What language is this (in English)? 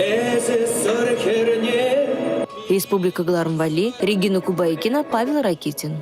Chuvash